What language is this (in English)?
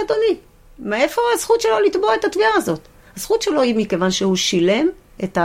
Hebrew